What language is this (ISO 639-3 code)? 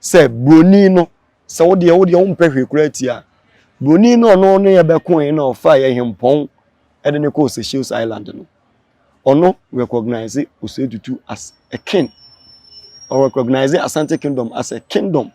aka